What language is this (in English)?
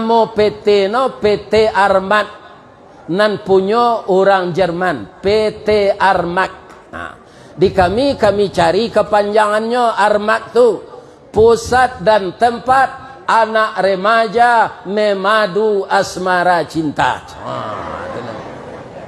Minangkabau